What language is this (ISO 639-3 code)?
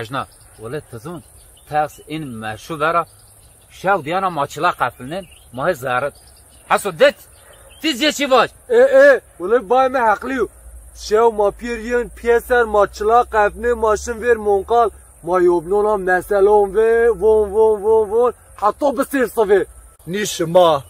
zza